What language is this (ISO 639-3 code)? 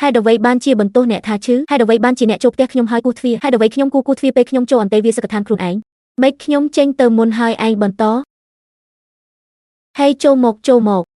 khm